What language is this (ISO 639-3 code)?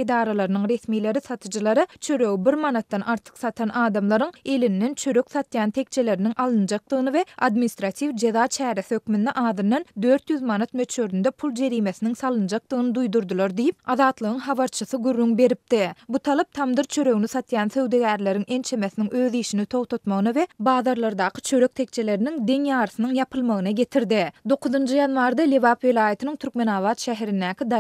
tuk